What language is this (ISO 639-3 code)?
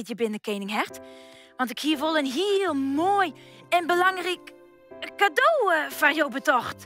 fry